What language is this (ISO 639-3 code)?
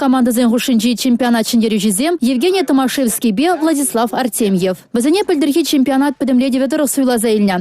chv